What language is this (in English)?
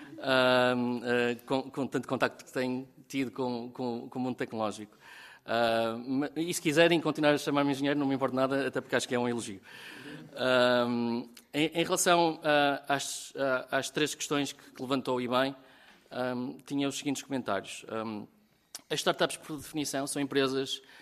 Portuguese